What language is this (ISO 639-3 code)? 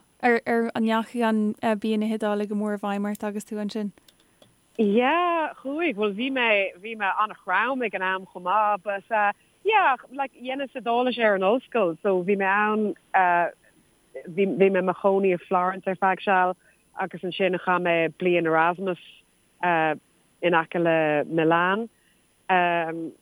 gle